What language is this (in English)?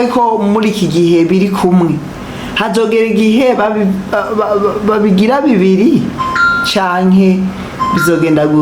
Rundi